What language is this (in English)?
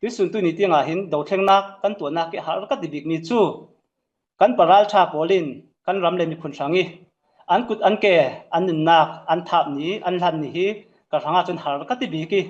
Falam Chin